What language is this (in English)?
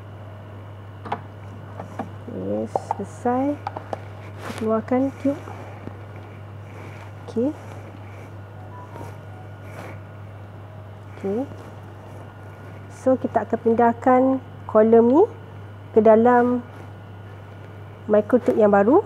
Malay